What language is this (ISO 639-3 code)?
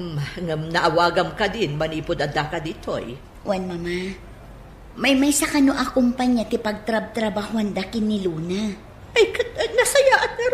ilo